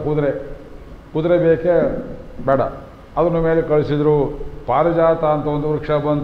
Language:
Kannada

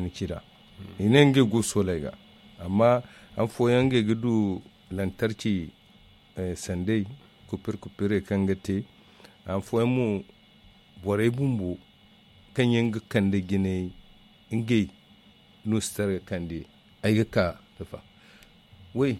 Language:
Zarma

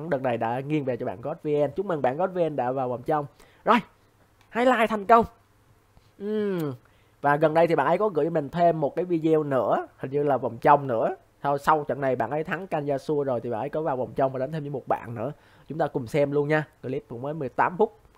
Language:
Vietnamese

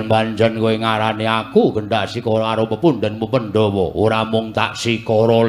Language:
Javanese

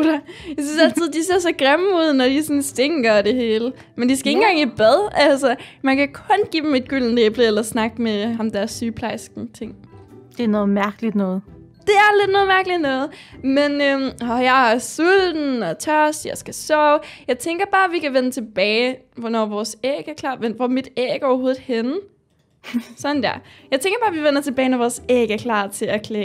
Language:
Danish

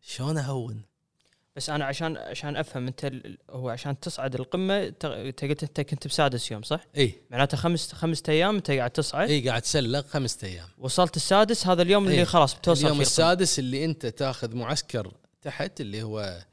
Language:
Gulf Arabic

